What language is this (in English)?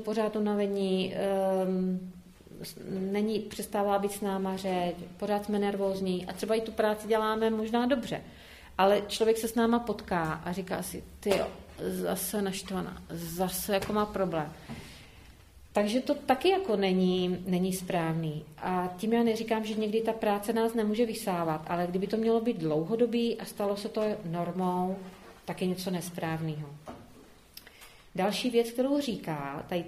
Czech